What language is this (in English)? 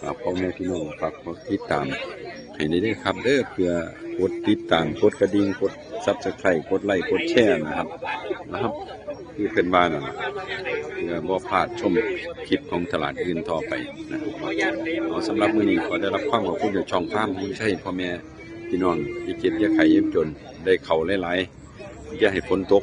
Northeastern Thai